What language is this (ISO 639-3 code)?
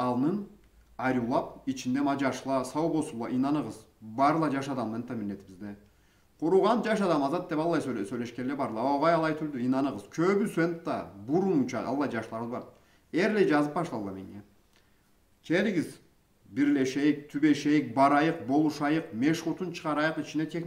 krc